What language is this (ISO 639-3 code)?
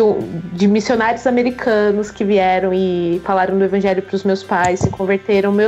por